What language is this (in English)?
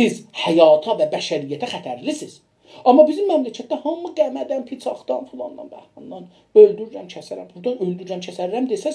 South Azerbaijani